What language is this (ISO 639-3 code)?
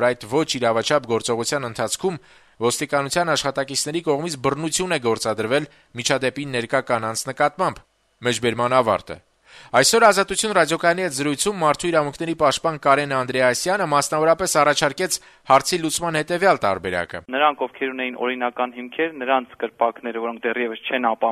hye